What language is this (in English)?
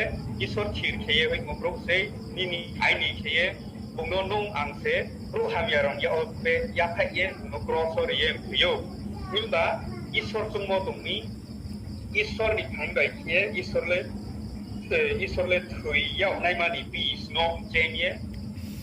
Riang (India)